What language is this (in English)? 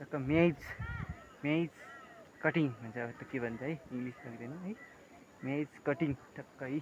Nepali